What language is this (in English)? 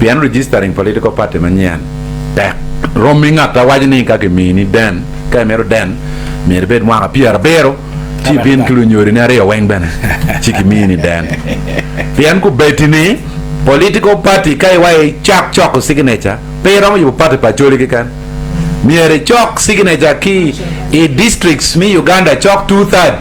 Acoli